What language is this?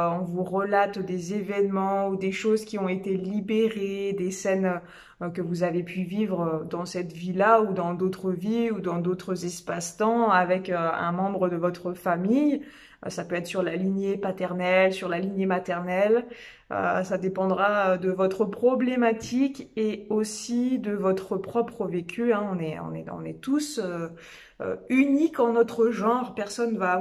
French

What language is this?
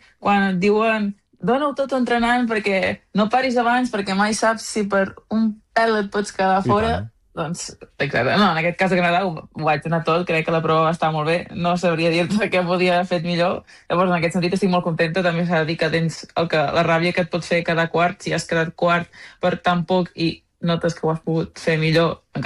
Catalan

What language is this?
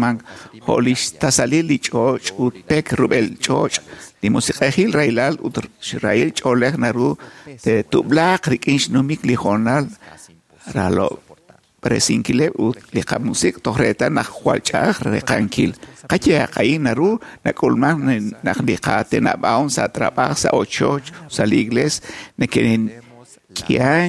Kekchí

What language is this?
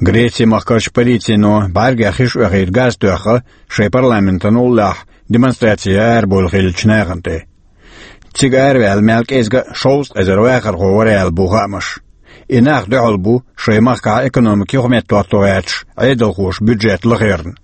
Chechen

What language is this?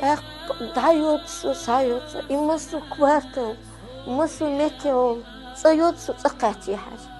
Chechen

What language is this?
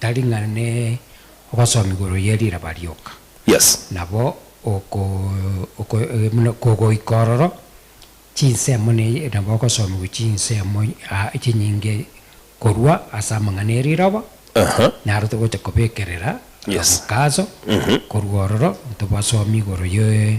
Gusii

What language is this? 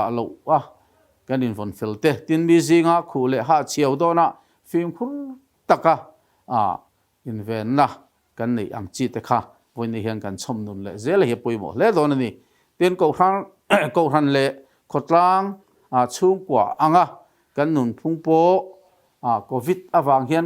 Mizo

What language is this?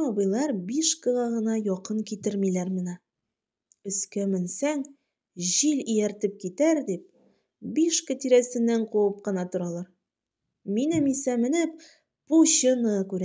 Tatar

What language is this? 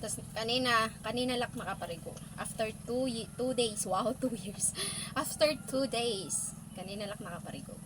Waray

